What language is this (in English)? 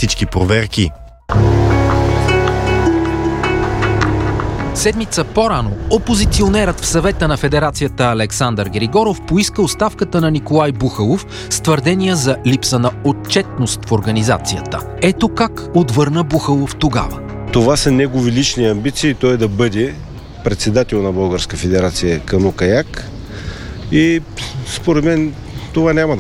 Bulgarian